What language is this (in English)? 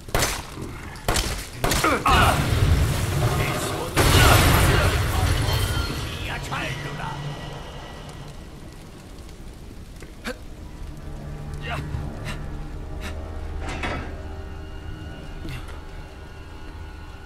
Italian